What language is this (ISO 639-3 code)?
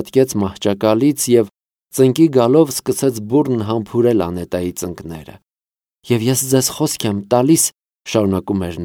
hye